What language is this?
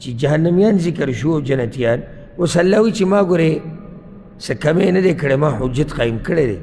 Pashto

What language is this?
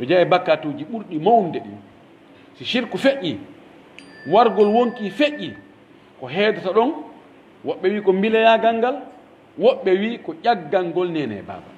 Pular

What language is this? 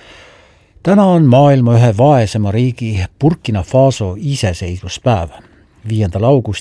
Estonian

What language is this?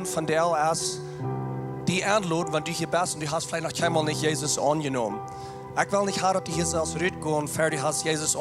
Plautdietsch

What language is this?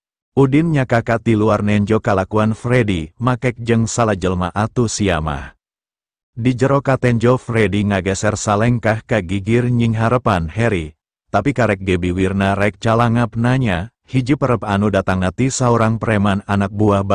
Sundanese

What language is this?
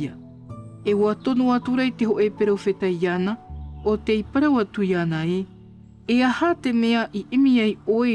Tahitian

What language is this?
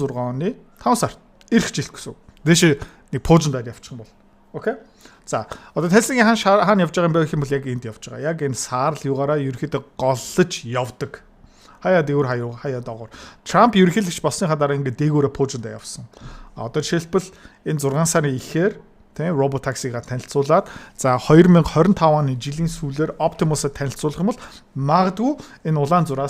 Mongolian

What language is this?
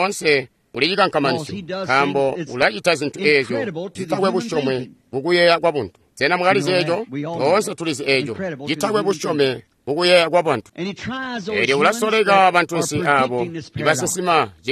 Tonga (Zambia)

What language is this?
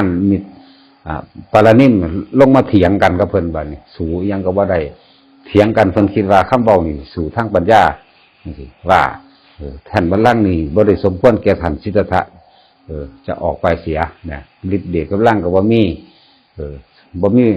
Northeastern Thai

